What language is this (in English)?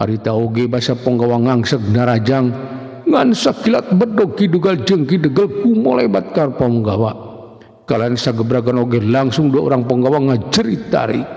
Sundanese